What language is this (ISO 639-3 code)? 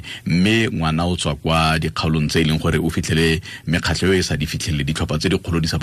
tsn